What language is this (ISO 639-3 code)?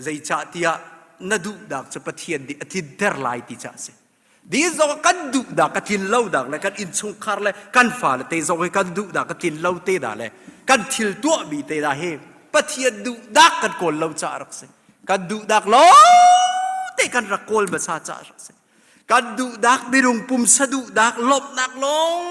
cnh